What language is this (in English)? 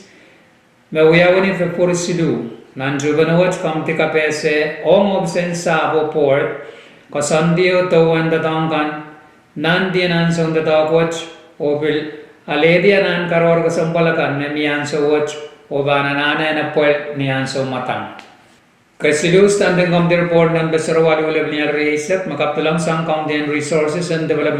Pohnpeian